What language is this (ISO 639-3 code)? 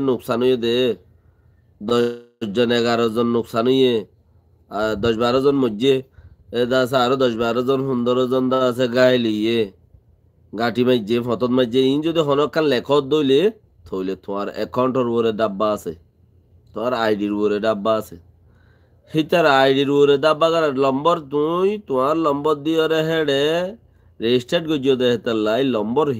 rhg